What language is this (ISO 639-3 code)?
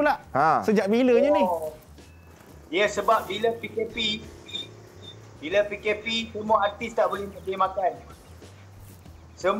msa